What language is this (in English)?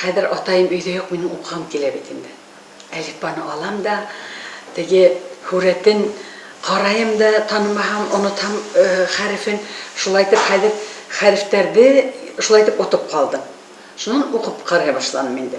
Bashkir